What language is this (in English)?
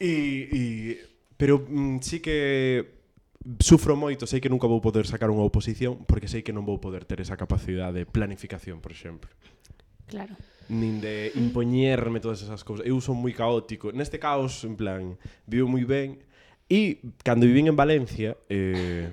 Galician